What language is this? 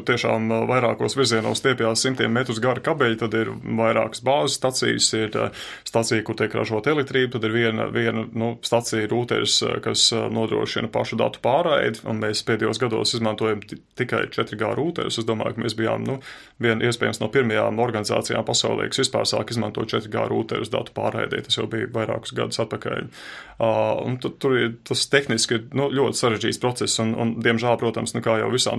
Latvian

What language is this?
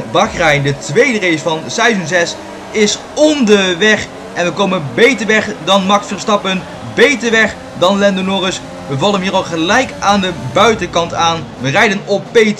Dutch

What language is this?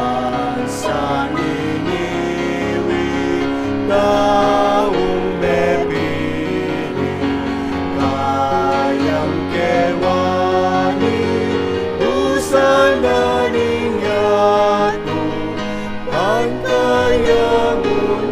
Pampanga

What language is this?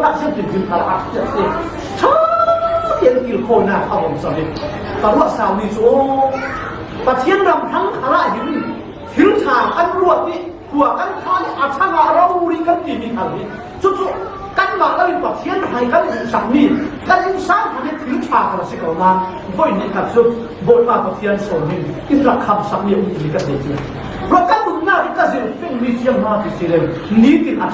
Falam Chin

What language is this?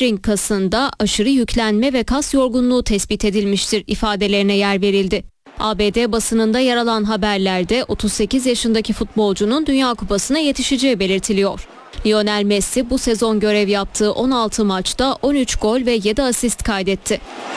Turkish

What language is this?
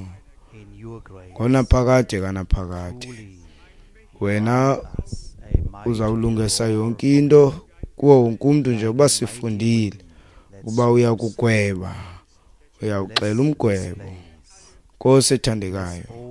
Xhosa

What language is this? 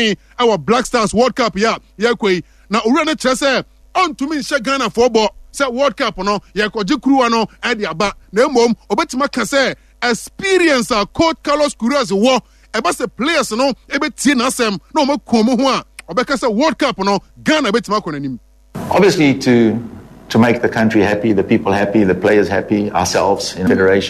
Akan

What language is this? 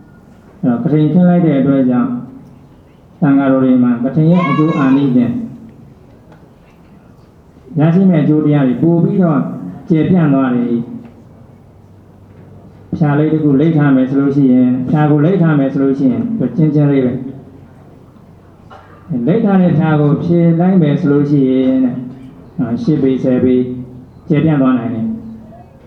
Burmese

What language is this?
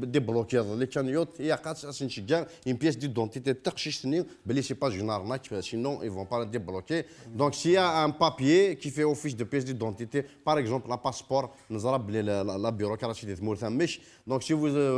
Kabyle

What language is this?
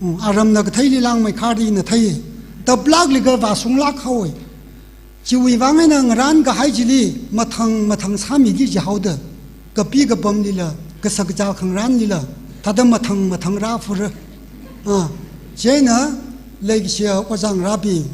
Tangkhul Naga (India)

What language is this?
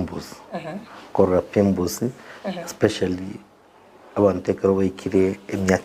Gusii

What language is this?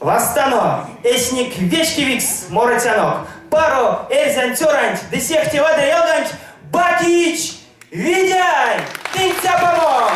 Erzya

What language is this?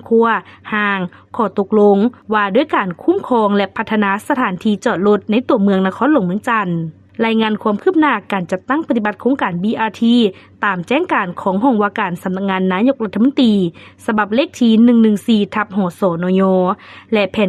Lao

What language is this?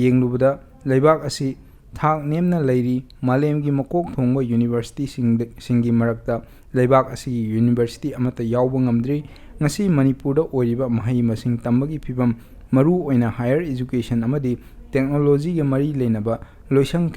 Manipuri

